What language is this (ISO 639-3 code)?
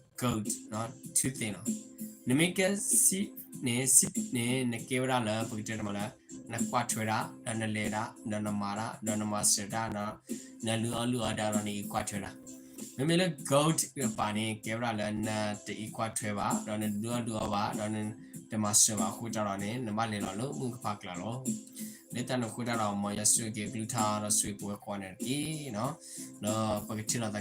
ksw